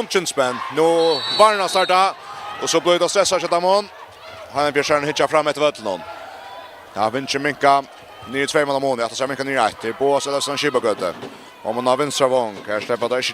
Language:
Faroese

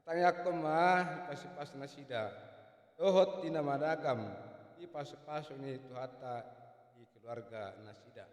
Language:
Batak Toba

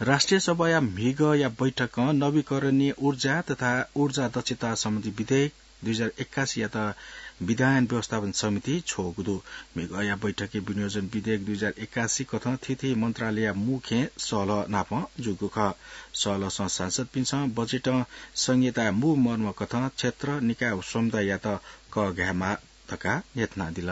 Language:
Newari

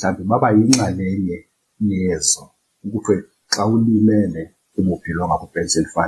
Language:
Xhosa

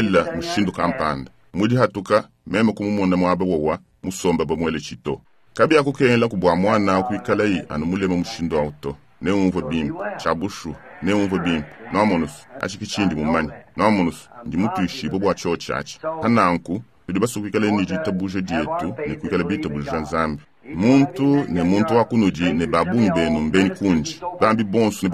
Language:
Luba-Lulua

